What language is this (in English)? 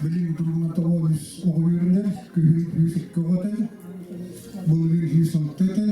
Yakut